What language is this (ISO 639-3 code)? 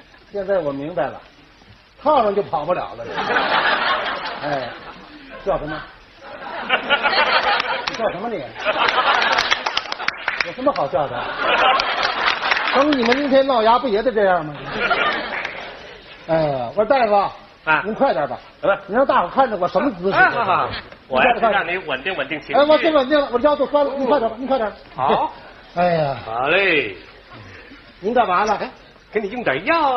zho